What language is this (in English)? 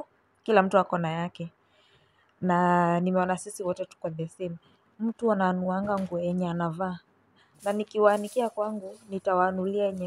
Swahili